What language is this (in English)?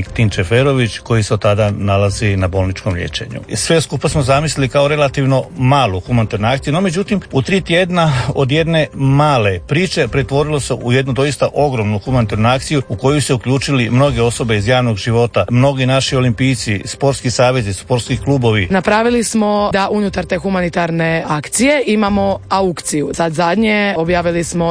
Croatian